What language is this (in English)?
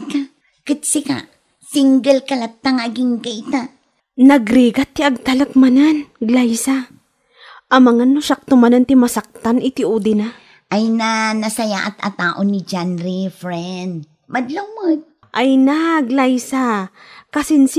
Iloko